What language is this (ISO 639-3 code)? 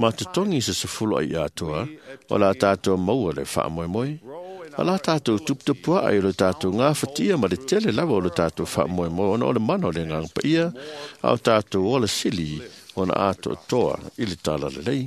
smo